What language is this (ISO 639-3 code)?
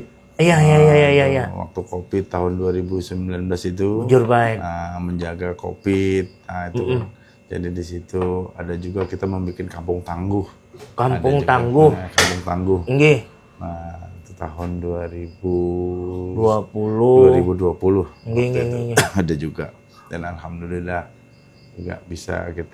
bjn